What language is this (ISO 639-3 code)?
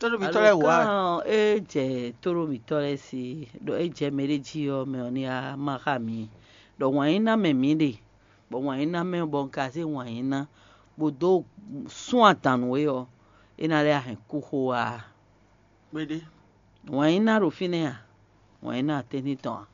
fon